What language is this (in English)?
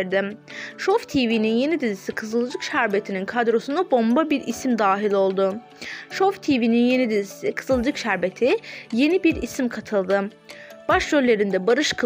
Turkish